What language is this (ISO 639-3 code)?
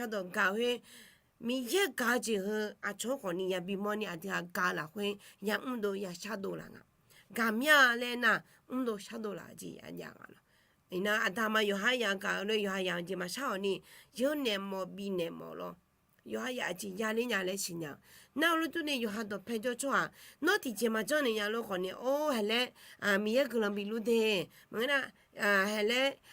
ahk